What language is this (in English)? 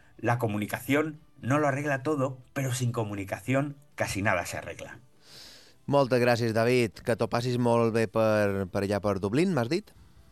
Catalan